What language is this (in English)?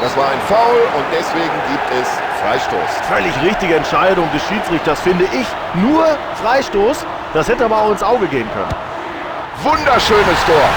Bavarian